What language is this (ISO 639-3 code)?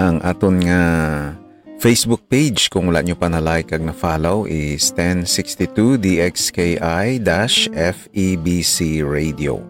hil